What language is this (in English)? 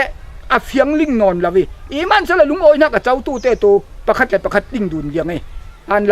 Falam Chin